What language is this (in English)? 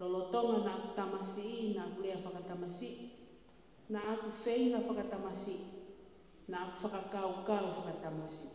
Tongan